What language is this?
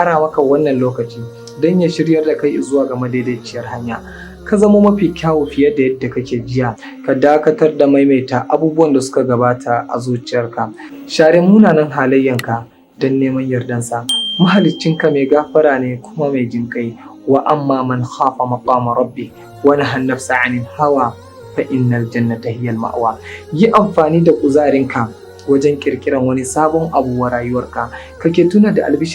Hausa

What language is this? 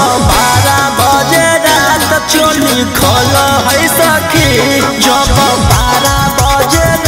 Magahi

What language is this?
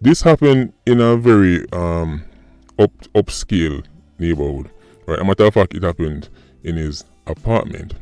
Jamaican Creole English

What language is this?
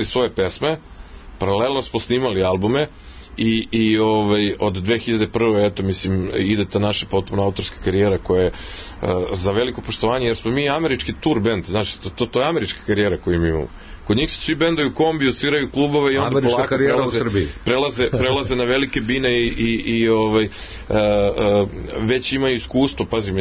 Serbian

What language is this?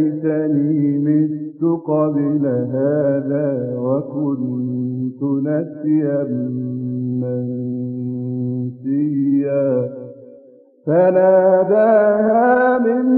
Arabic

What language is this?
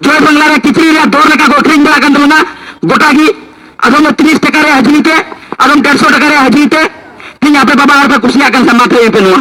Santali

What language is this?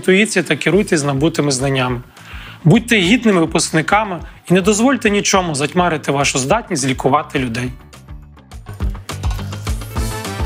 Ukrainian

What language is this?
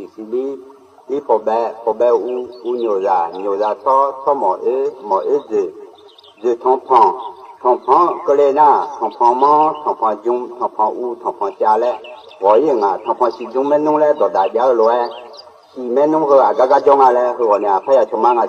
Akha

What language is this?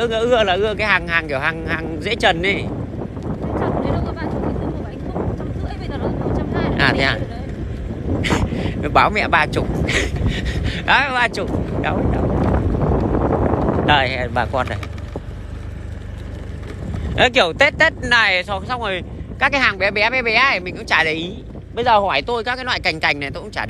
Vietnamese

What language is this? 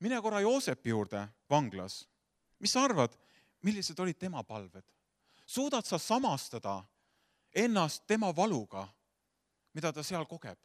Estonian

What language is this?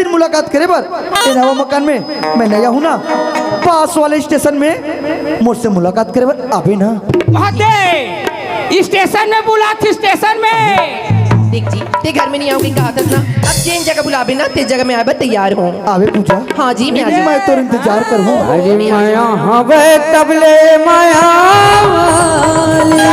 Chhattisgarhi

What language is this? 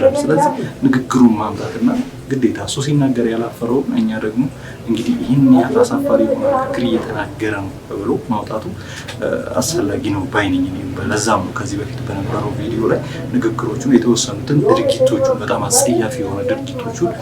Amharic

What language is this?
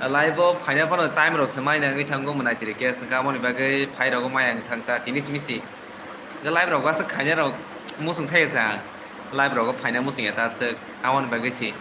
Kok Borok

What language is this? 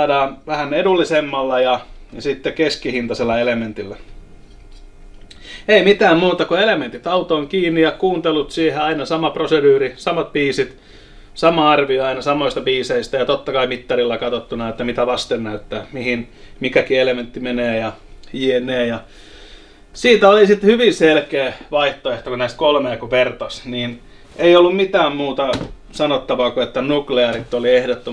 Finnish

